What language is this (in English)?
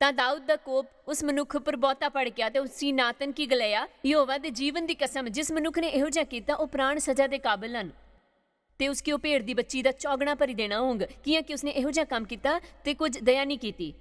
Dogri